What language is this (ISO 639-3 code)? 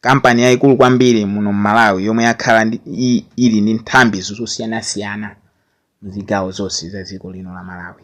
nya